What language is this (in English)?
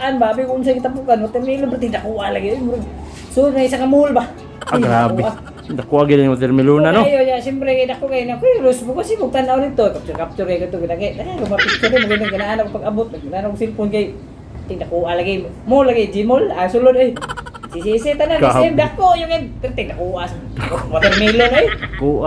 Cebuano